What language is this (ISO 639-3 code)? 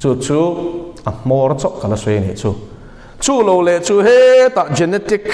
lus